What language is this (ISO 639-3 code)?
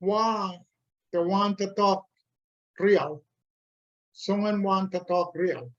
pon